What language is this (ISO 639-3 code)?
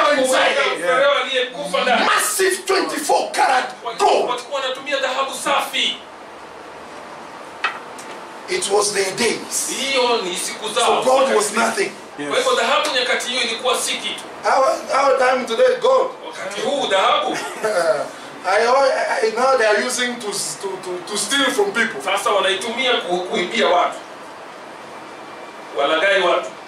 swa